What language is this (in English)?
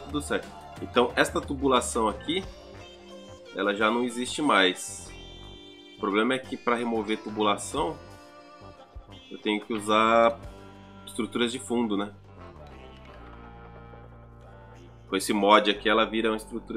Portuguese